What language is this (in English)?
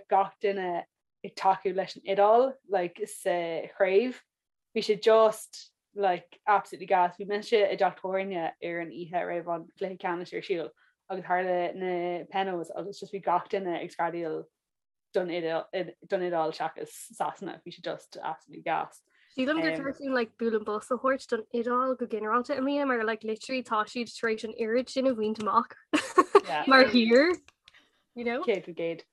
Irish